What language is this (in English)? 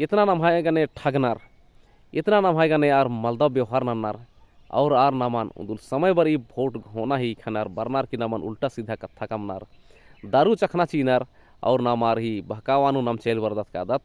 Kurukh